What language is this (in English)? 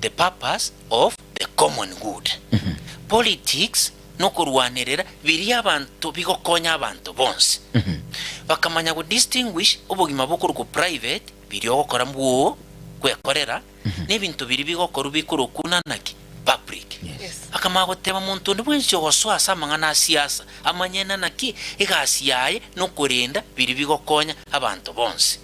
Gusii